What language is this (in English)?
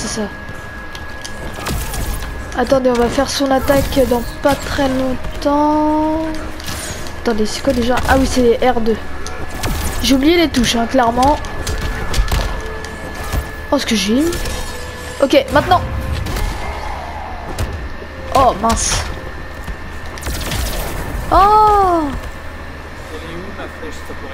French